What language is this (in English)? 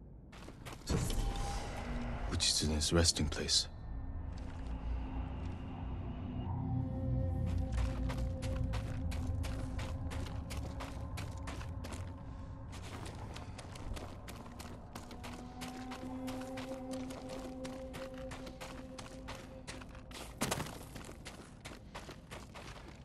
English